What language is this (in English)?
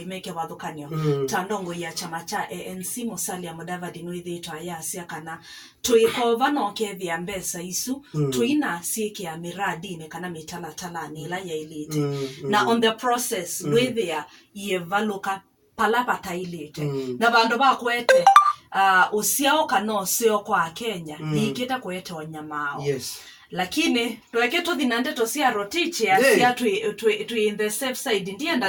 Kamba